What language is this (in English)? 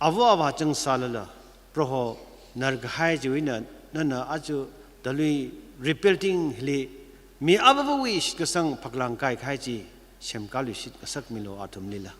Tangkhul Naga (India)